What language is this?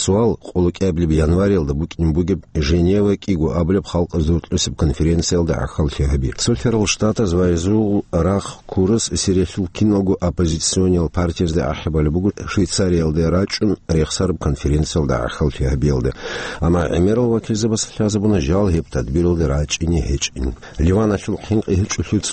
Avaric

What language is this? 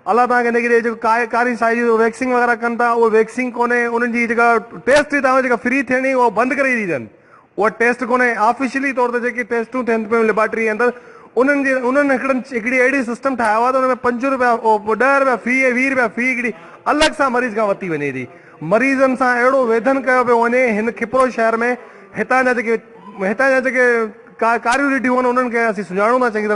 Sindhi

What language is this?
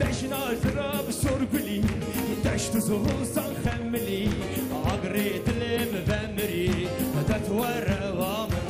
Kurdish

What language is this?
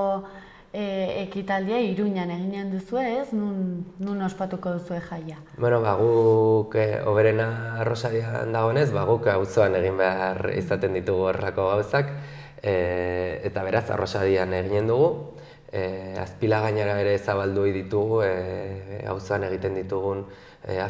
Basque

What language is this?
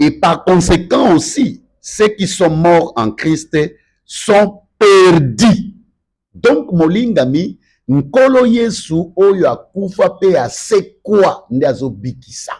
Lingala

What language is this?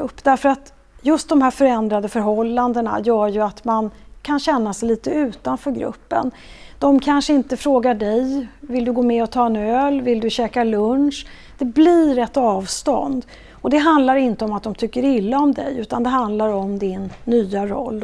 Swedish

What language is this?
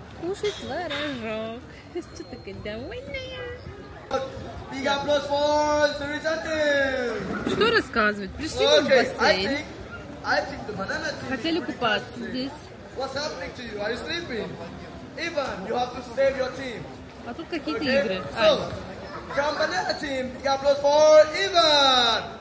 Russian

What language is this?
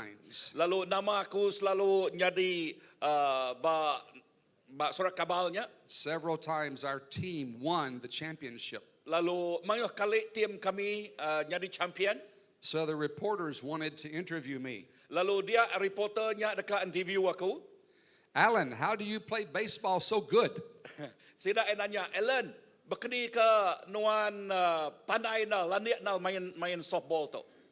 Iban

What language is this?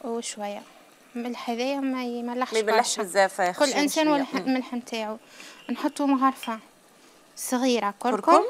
Algerian Arabic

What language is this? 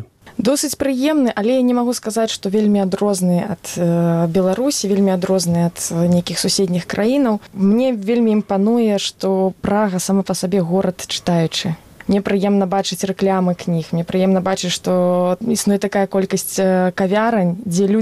Belarusian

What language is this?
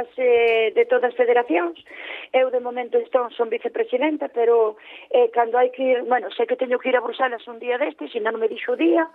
Galician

